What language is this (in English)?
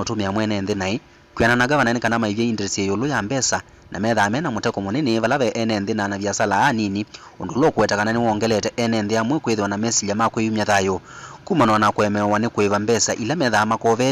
Kamba